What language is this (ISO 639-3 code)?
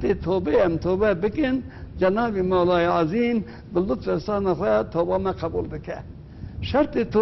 kur